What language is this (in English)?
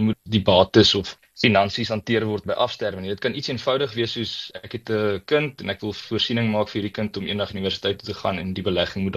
Afrikaans